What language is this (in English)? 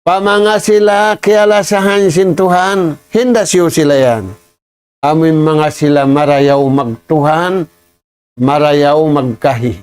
Tausug